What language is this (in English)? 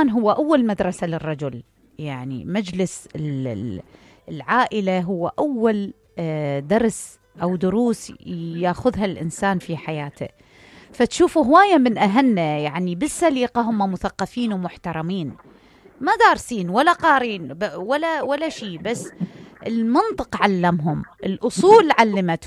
Mesopotamian Arabic